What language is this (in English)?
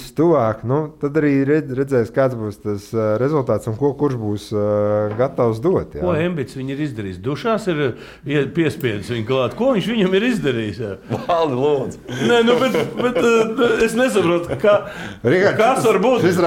Latvian